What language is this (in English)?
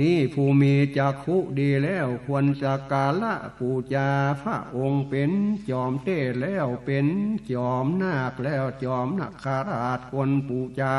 Northern Thai